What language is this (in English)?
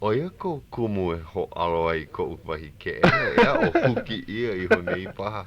Hawaiian